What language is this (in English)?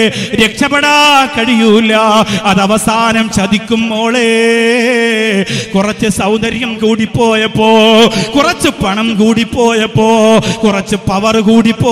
Malayalam